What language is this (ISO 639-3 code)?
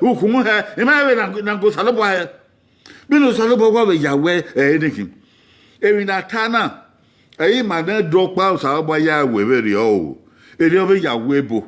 bin